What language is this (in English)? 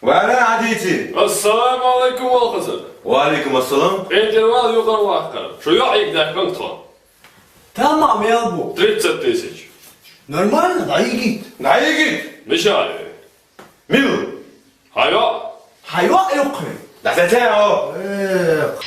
Chechen